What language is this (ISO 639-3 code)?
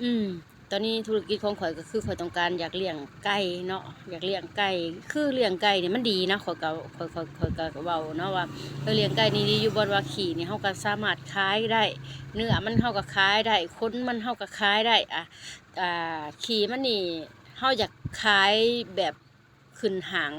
lao